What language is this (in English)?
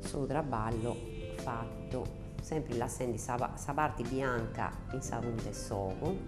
Sardinian